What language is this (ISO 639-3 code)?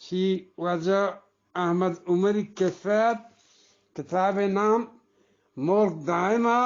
bgp